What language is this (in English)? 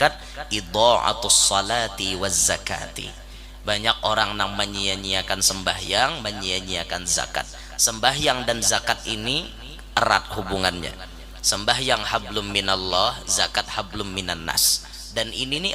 Banjar